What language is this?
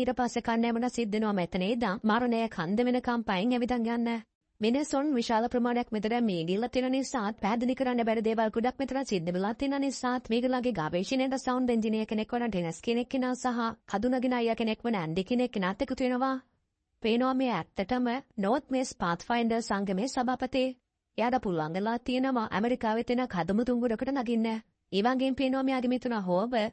Sinhala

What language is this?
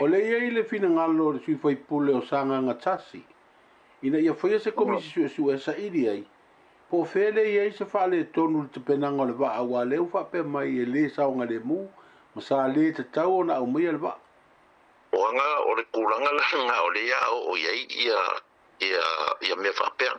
Samoan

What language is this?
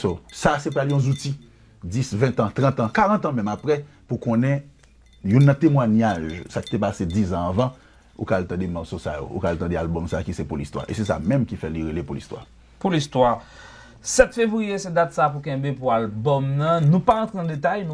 Haitian Creole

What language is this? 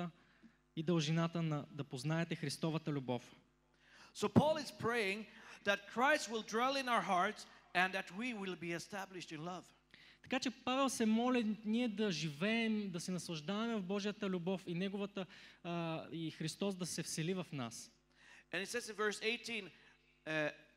Bulgarian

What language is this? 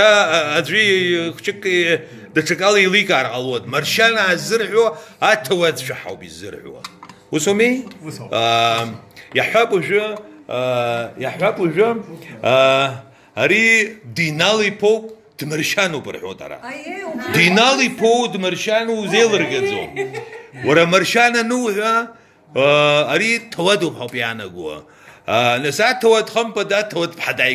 Abkhazian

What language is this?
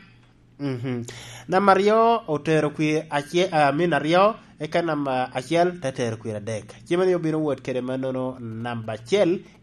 Lango (Uganda)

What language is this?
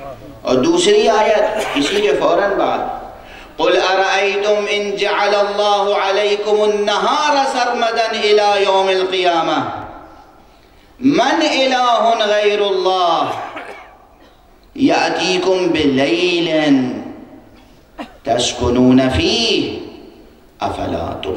Urdu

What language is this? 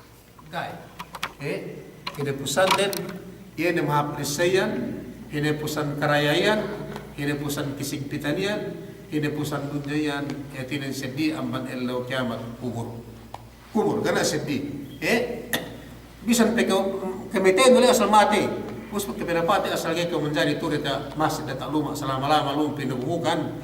Yakan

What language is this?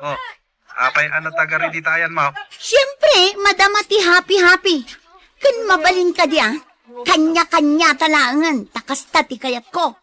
Iloko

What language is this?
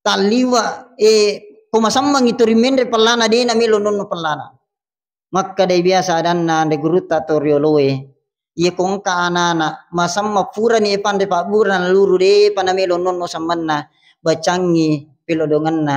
Buginese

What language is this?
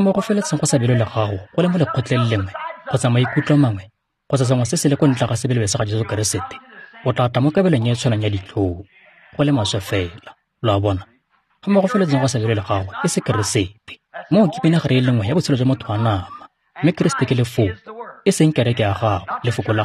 Tswana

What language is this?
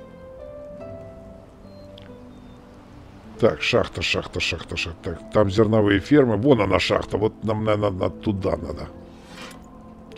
Russian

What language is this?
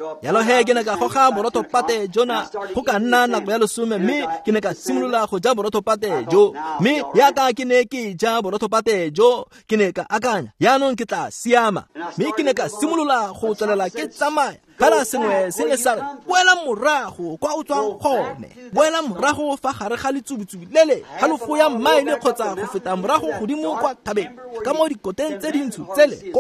Tswana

